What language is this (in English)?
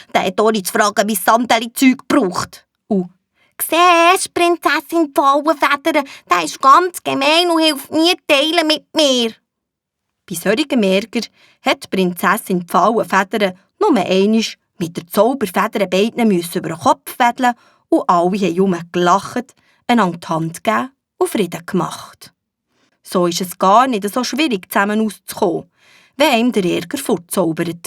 Swiss German